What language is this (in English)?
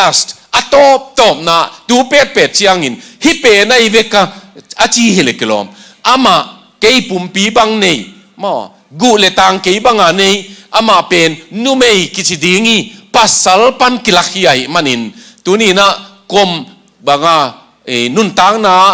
Tedim Chin